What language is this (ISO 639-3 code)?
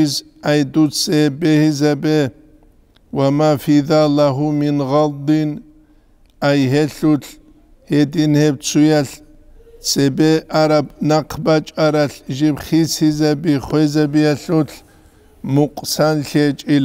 ava